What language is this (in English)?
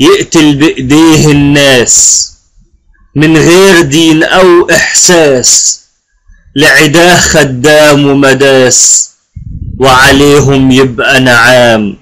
Egyptian Arabic